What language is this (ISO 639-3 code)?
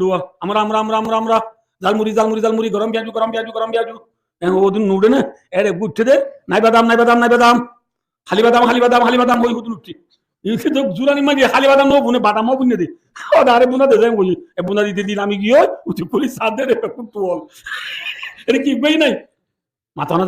rhg